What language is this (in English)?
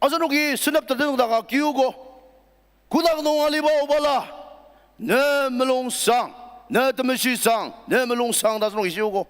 Ao Naga